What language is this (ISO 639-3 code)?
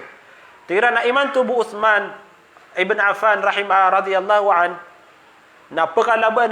mrw